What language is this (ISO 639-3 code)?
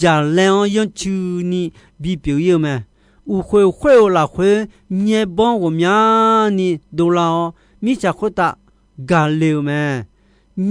ahk